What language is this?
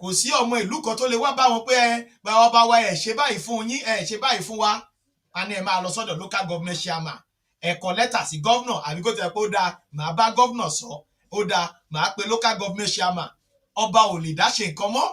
Yoruba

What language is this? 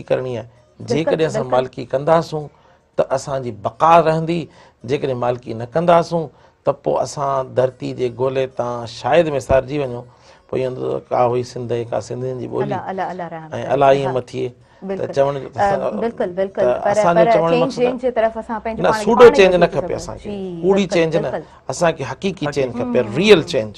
Sindhi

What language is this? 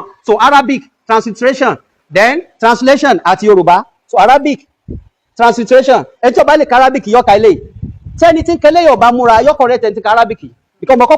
Yoruba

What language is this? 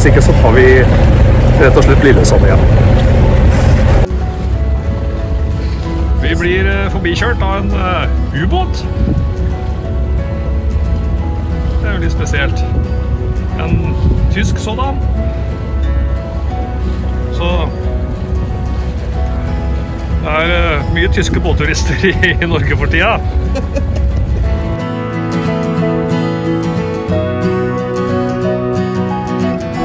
Norwegian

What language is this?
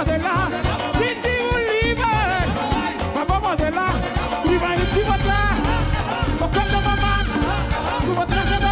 Papiamento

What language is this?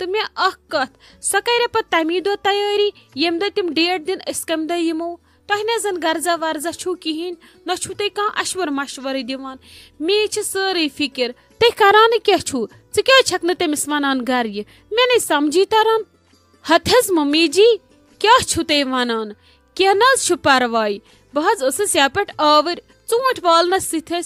Kashmiri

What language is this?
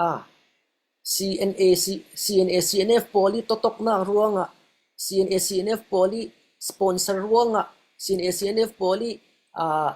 Falam Chin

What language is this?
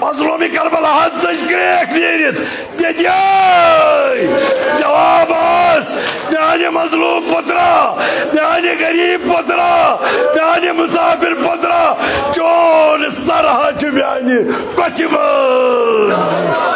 Kashmiri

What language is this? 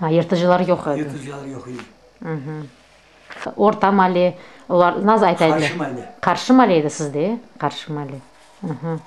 Crimean Tatar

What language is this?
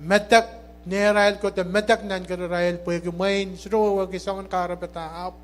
Pohnpeian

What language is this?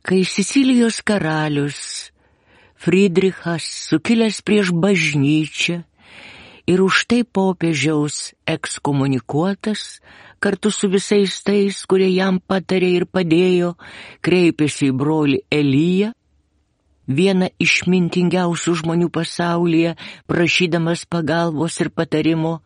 Lithuanian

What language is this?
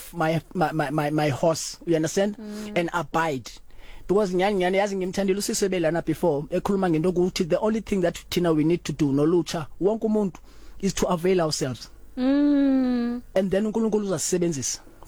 Southern Sotho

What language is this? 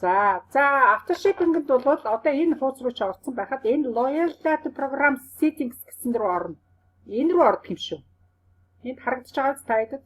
Mongolian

